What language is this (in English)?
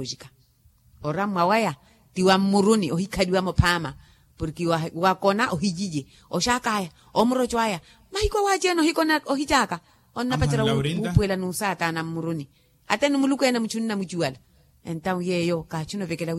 Makhuwa